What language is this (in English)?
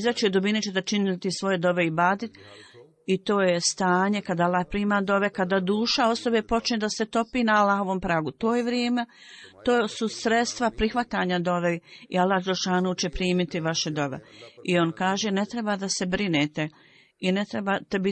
Bosnian